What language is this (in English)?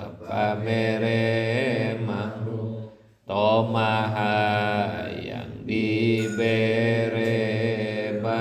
Sundanese